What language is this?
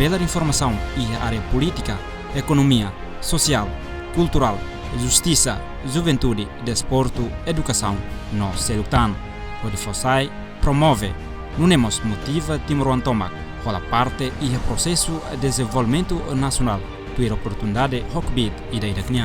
Tetum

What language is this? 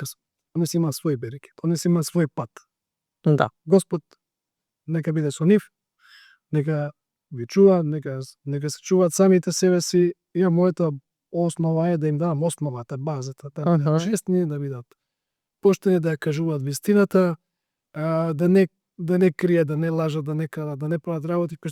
Macedonian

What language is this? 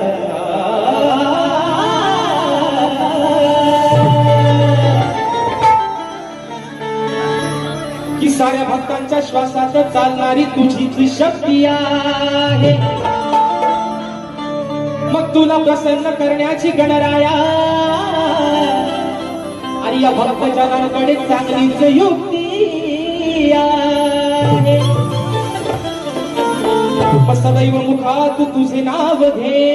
Marathi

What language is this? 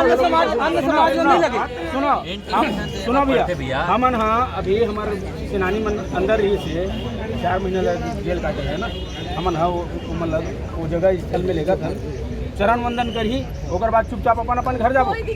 Chhattisgarhi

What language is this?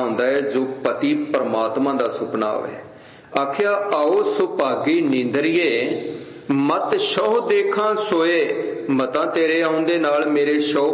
Punjabi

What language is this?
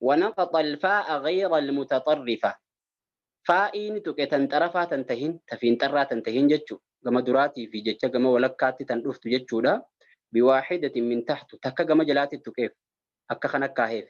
Oromo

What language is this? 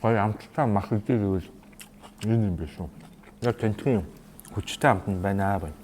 Mongolian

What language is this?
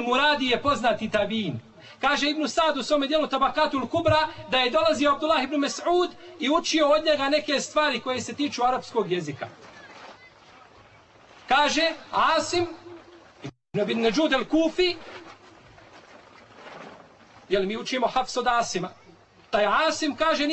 Bosnian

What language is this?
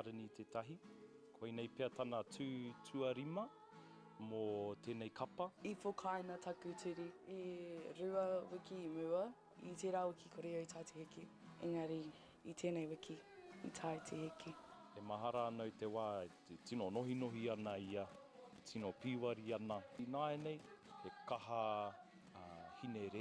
Māori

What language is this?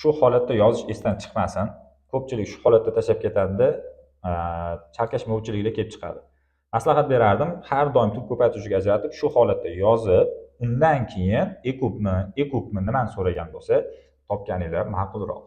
Uzbek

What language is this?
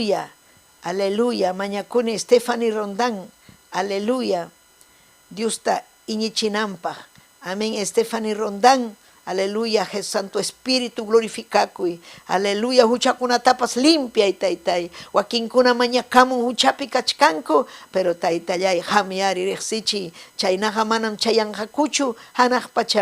Ayacucho Quechua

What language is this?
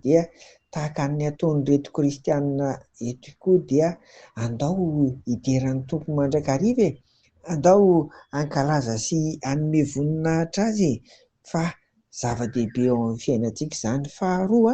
Malagasy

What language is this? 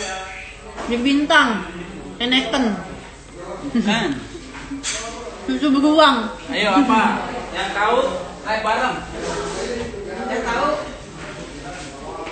Indonesian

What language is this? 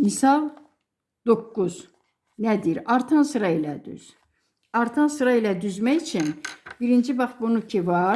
Azerbaijani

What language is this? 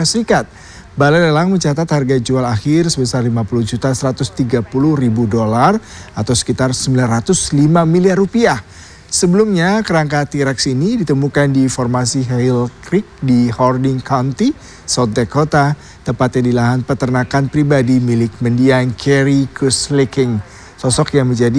Indonesian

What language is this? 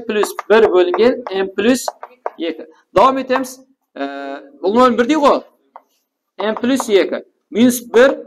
Kara-Kalpak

